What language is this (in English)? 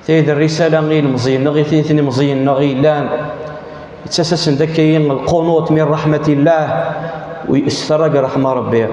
Kabyle